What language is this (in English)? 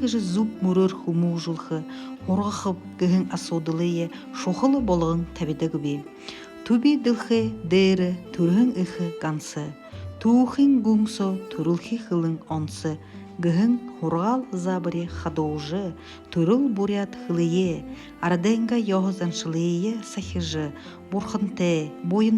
Buriat